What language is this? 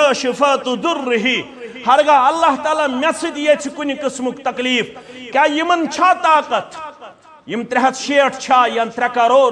Kashmiri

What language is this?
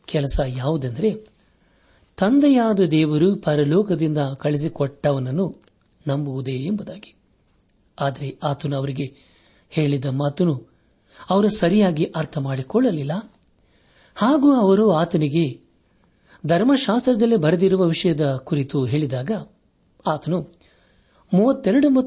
Kannada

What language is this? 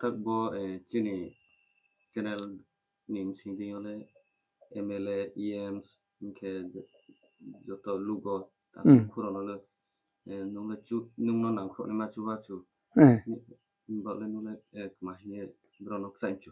Riang (India)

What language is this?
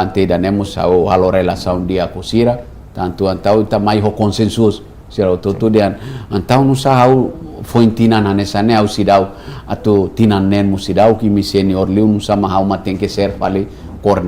Tetum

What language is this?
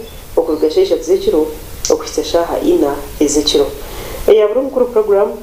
Nyankole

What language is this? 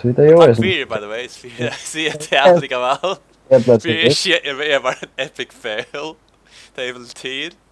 Faroese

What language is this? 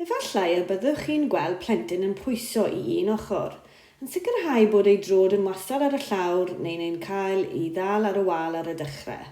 Welsh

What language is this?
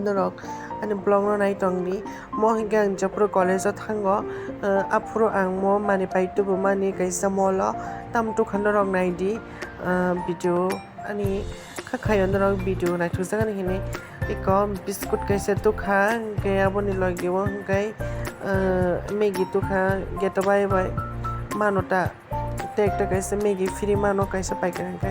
Kok Borok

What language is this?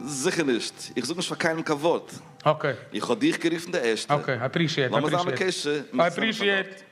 Yiddish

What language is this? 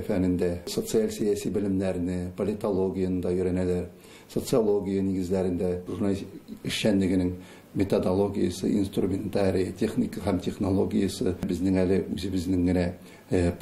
Tatar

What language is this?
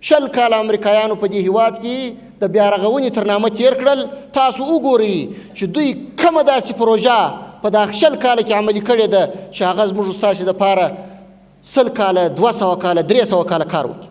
Pashto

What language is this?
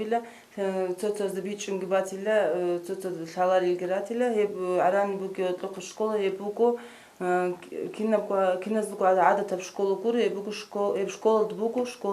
Avaric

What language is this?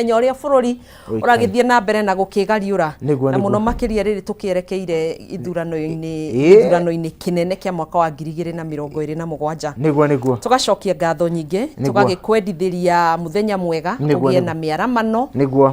Kikuyu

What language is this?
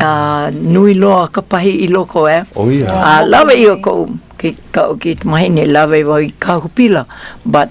Hawaiian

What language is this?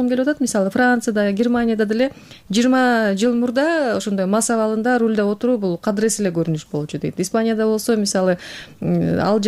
Kyrgyz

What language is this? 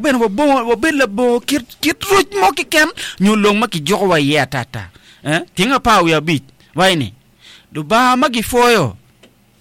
Acoli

